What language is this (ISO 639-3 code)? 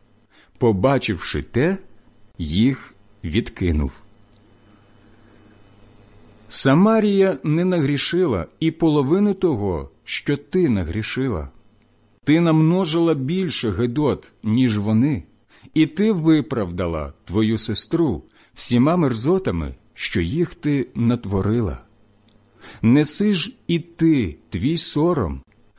ukr